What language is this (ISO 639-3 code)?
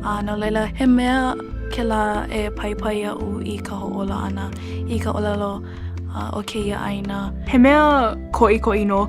haw